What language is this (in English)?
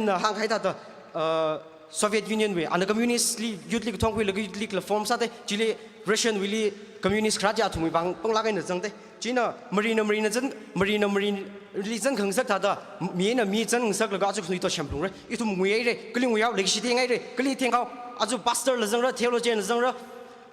Tangkhul Naga (India)